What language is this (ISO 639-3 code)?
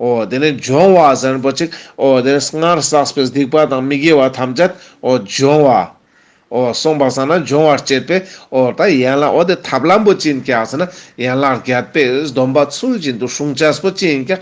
lbj